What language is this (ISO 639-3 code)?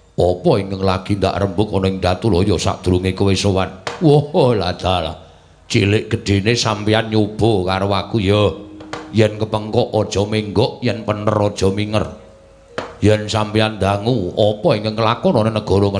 jav